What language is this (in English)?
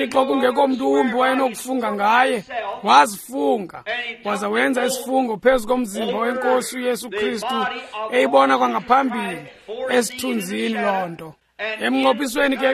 Xhosa